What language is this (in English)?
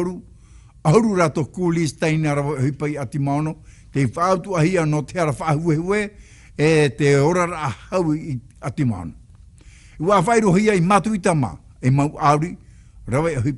Tahitian